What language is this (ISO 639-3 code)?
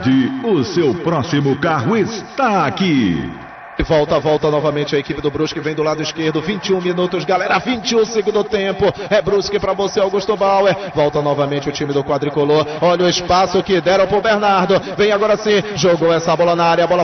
por